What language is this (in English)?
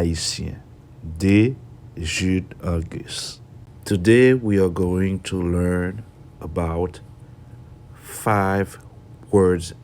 Haitian Creole